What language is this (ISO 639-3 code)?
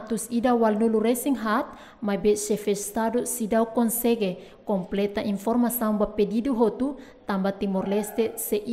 tet